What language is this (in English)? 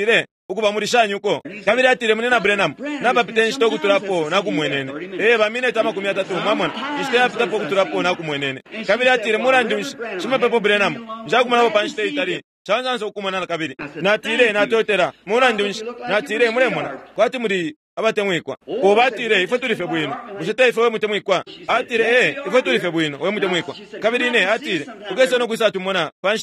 Bemba